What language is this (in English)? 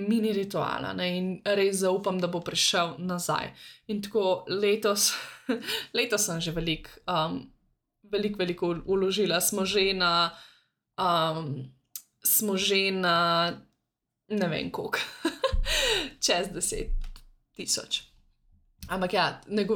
Slovenian